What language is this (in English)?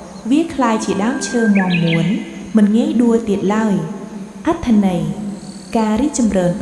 Khmer